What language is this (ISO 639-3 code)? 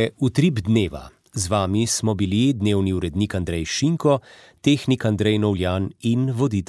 slv